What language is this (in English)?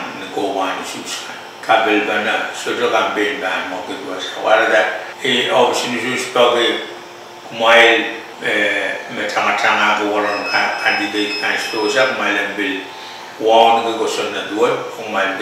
Pohnpeian